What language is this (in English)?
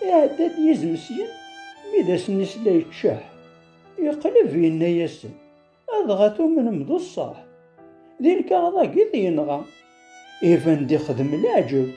Kabyle